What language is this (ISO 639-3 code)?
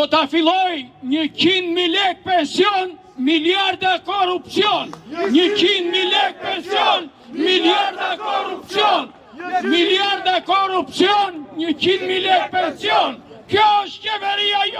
sqi